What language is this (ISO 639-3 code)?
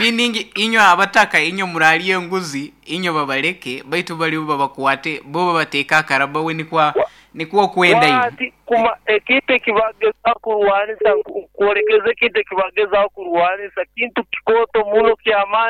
nyo